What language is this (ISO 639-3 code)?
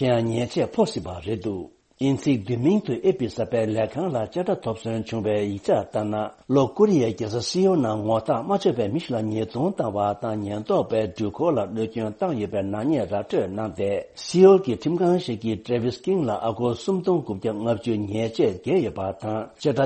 bod